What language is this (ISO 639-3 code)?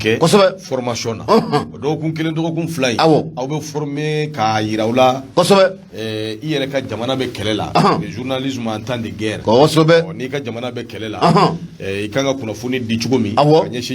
bam